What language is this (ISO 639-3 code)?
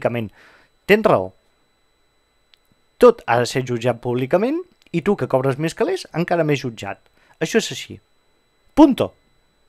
cat